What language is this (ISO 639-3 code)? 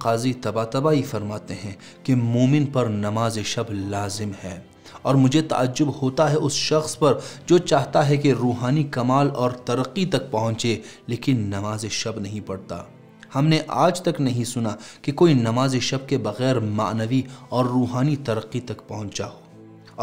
urd